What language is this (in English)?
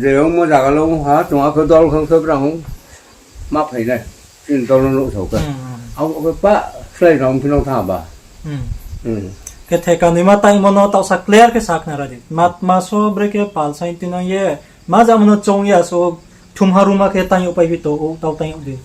Riang (India)